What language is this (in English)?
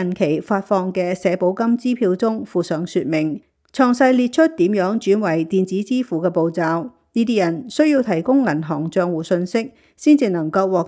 Cantonese